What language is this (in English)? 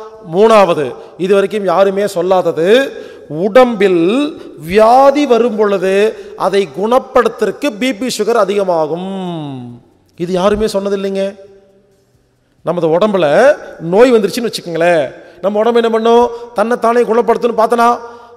Tamil